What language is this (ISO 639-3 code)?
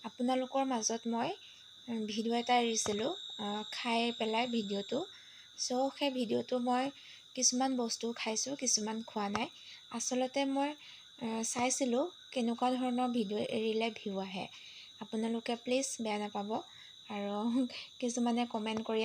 asm